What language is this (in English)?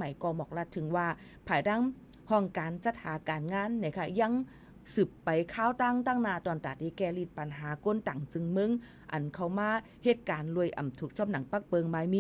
Shan